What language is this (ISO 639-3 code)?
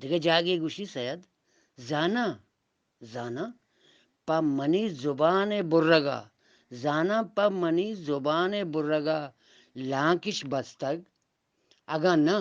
bgp